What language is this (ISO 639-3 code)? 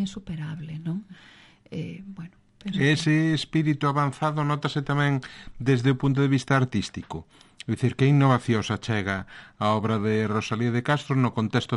glg